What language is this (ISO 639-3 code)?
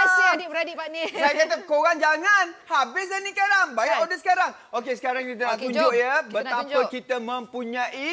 msa